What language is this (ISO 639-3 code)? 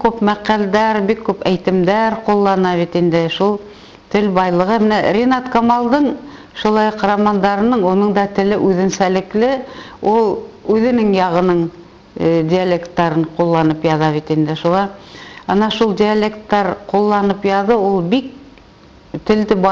bak